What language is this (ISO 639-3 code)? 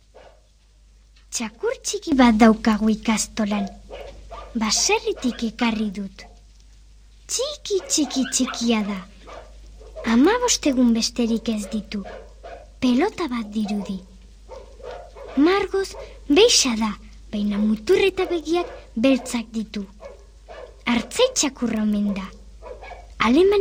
eus